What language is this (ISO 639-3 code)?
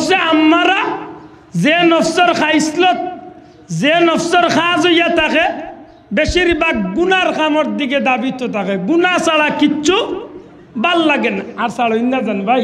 syl